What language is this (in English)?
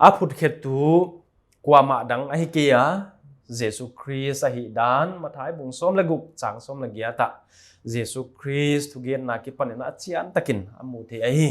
Paite Chin